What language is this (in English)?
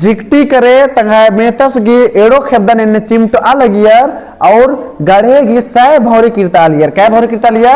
Kurukh